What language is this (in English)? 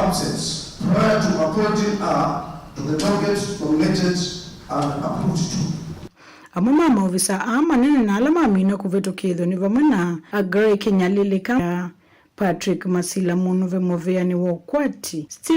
Kamba